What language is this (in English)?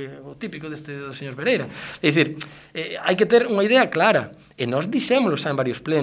Galician